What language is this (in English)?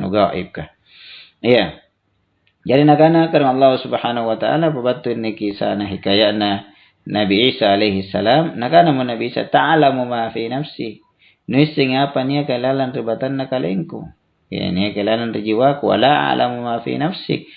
Makasar